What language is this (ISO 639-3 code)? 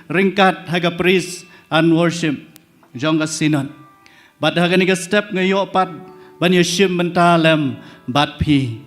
kha